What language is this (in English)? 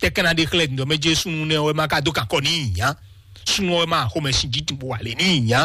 Fon